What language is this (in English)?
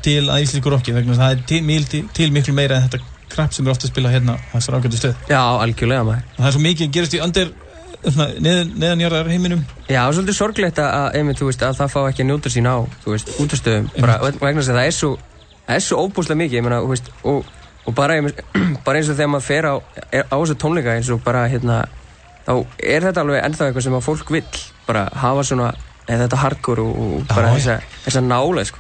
Icelandic